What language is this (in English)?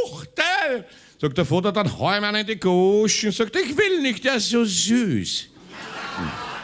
Bavarian